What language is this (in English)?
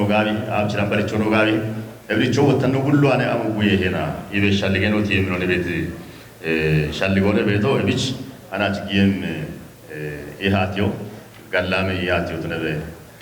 Kafa